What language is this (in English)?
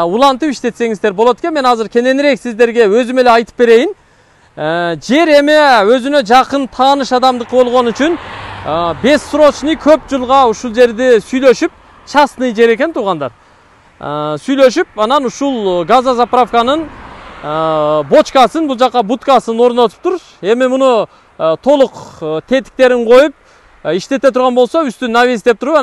Kyrgyz